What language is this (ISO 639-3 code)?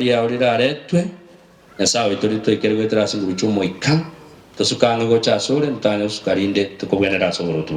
guz